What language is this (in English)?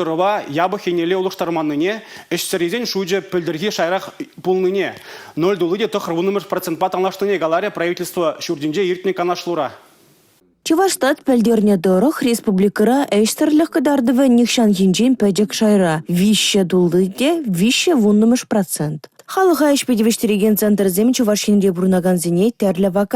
Chuvash